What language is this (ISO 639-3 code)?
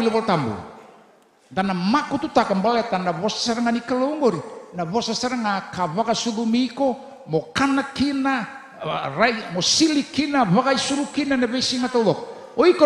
fij